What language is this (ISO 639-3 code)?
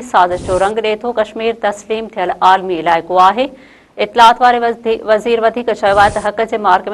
snd